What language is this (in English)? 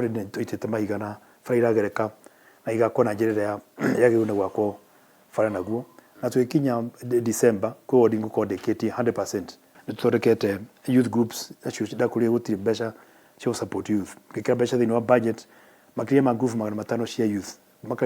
Kikuyu